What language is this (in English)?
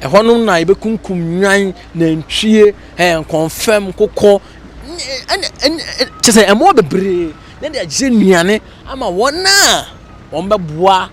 Akan